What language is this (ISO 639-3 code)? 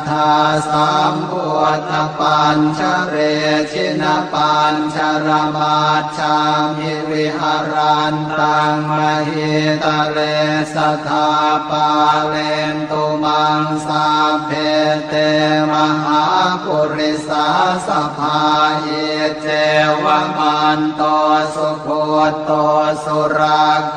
pli